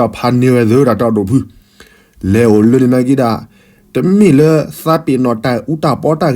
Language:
S'gaw Karen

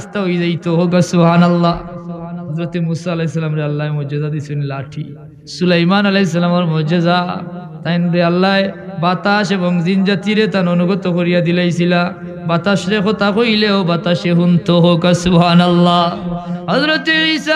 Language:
Sylheti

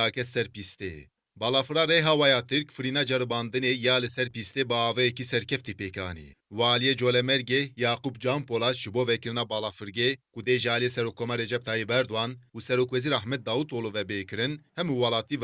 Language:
Kurdish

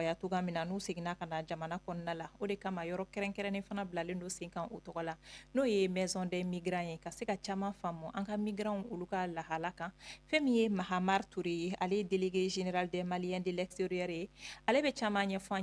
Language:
Bambara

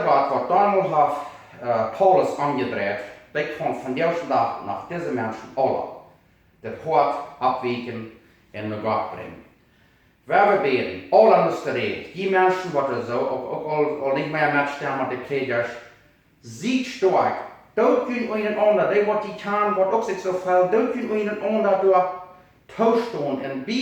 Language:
Plautdietsch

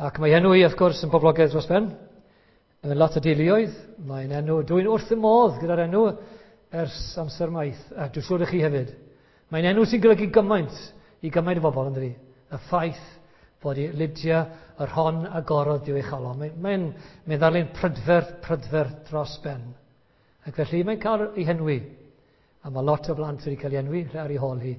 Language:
Welsh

